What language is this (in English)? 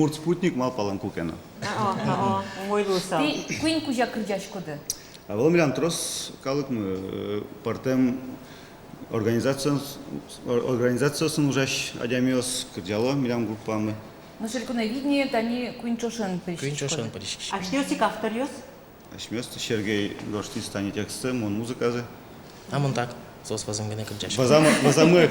Udmurt